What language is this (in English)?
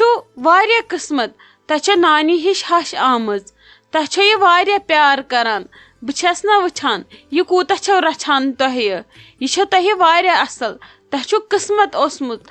Kashmiri